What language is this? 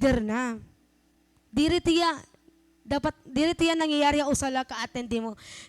Waray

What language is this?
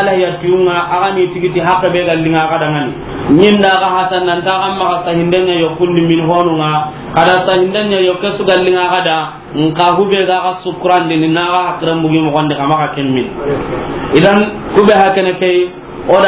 Soninke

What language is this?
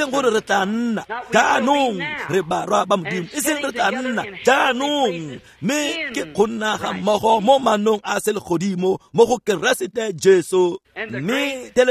Tswana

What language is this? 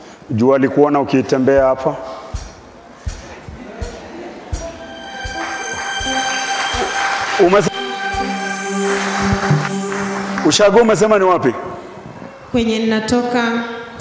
Swahili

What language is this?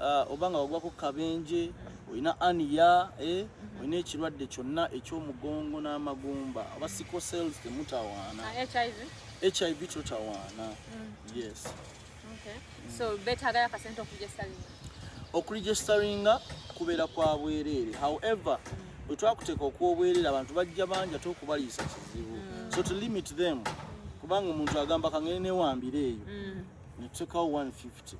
Ganda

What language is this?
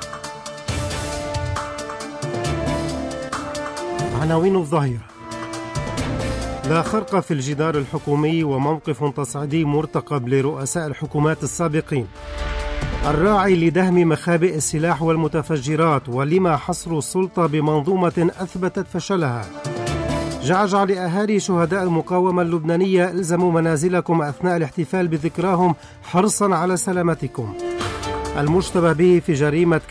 Arabic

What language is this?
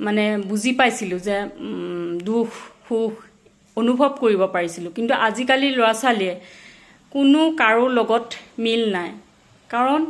Assamese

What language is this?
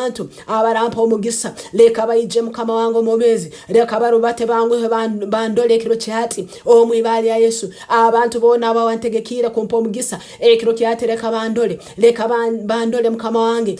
Nyankole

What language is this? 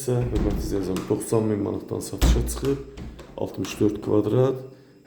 Azerbaijani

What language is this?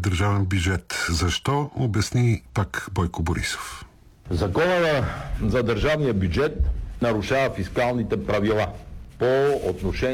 Bulgarian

